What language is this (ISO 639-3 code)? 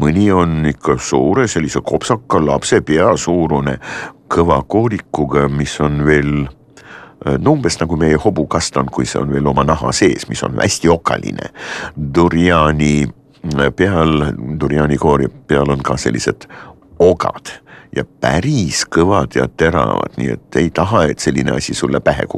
est